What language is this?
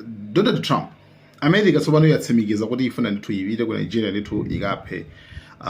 Nyanja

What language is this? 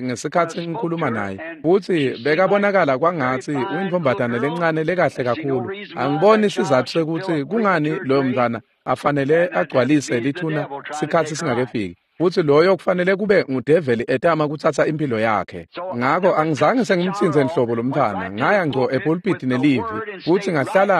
Swati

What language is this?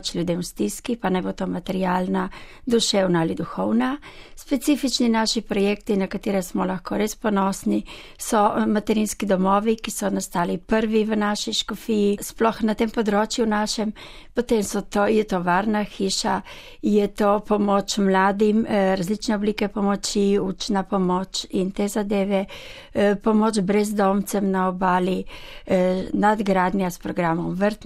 Slovenian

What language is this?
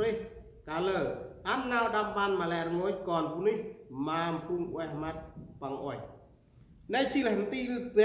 Central Mnong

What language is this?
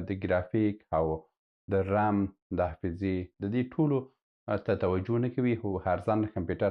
Pashto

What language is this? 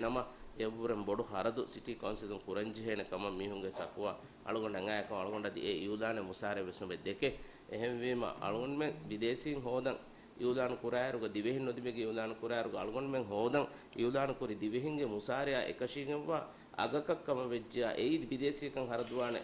Divehi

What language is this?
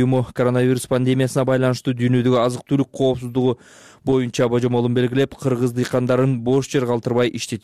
Kyrgyz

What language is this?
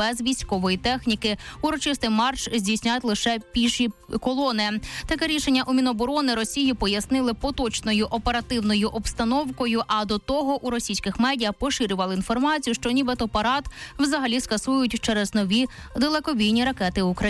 Ukrainian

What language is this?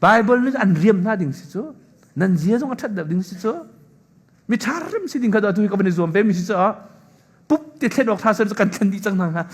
Hakha Chin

